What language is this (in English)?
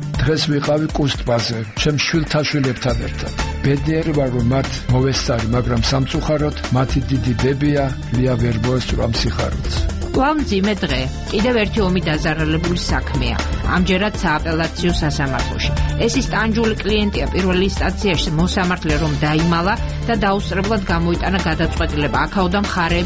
Georgian